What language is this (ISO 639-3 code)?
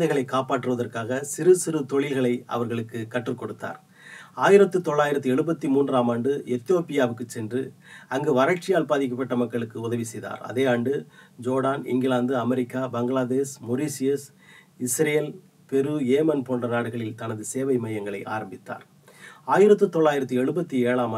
tam